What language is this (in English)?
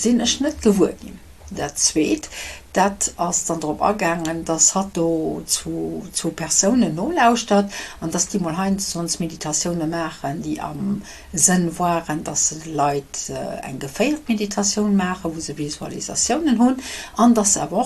Luxembourgish